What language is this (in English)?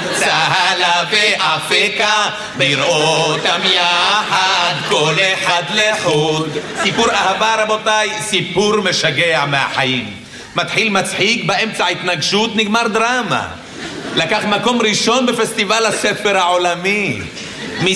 Hebrew